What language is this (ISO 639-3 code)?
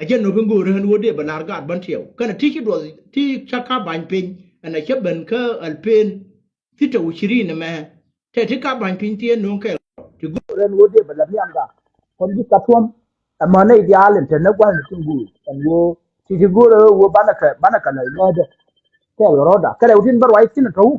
nus